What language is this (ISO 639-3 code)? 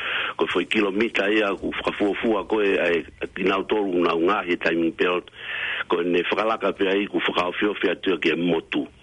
ton